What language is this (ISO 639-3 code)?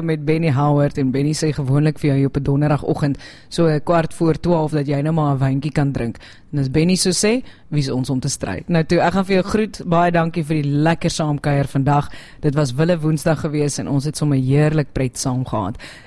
afr